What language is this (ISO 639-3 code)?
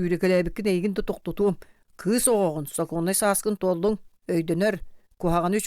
sah